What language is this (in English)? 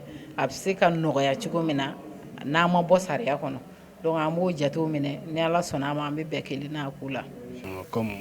Bambara